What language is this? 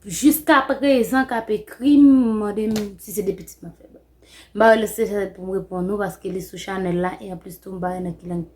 Haitian Creole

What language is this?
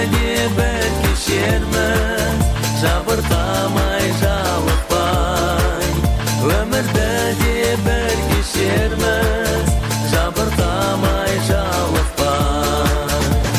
Kazakh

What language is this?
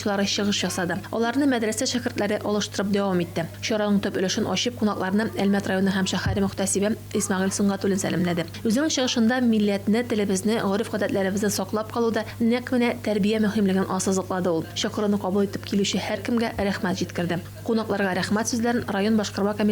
Tatar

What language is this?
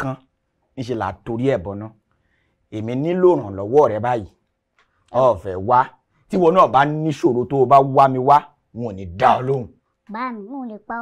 Yoruba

